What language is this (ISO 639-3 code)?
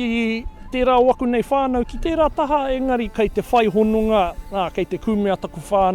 mri